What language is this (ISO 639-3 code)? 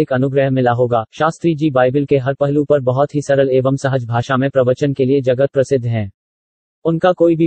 hin